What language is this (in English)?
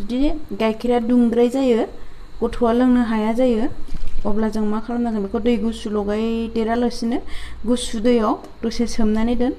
Bodo